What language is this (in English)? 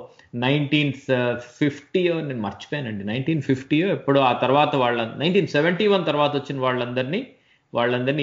Telugu